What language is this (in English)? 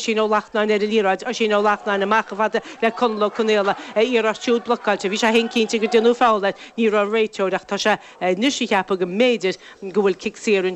Irish